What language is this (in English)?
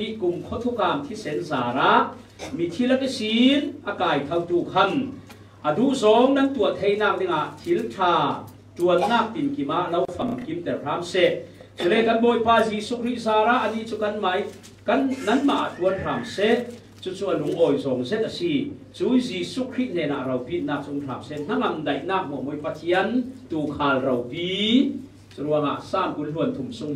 Falam Chin